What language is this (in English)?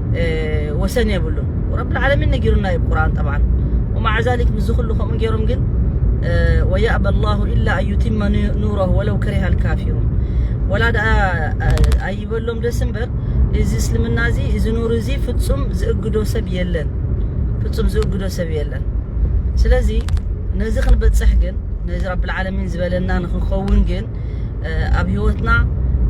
Tigrinya